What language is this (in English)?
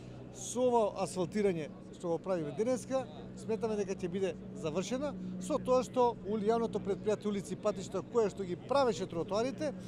Macedonian